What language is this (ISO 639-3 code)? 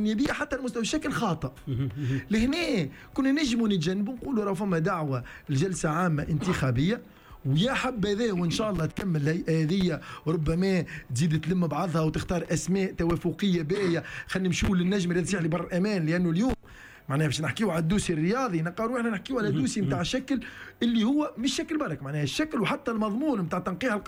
aeb